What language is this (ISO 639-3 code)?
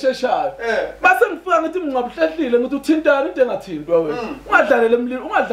zul